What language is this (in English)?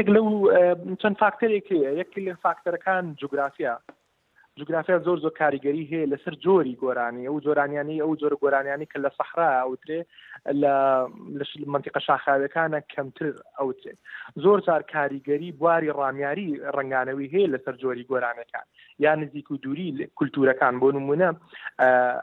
Central Kurdish